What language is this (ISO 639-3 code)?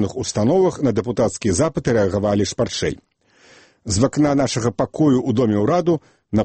bel